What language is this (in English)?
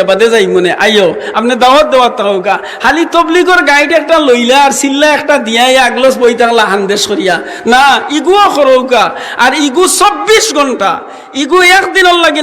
Sylheti